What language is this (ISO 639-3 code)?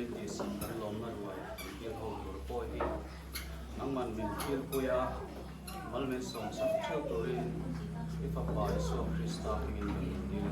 hmr